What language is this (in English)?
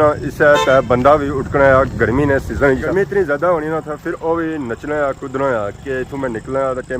Pahari-Potwari